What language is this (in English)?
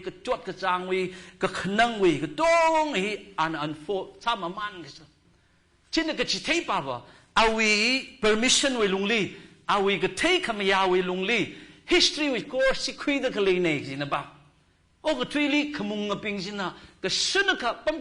Tangkhul Naga (India)